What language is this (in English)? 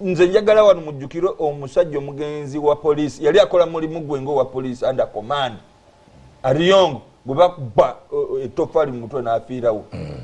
Ganda